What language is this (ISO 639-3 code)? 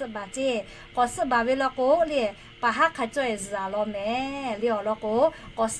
lhu